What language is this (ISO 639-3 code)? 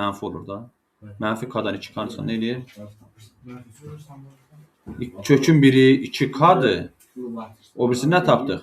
aze